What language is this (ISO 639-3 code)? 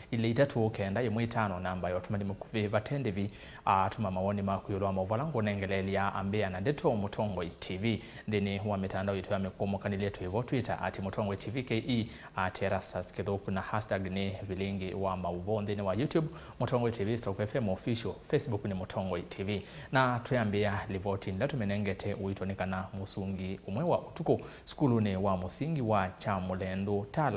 kam